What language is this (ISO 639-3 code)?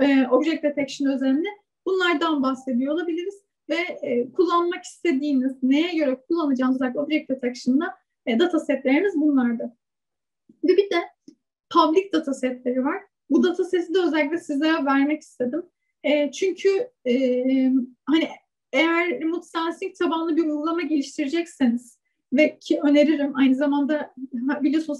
tur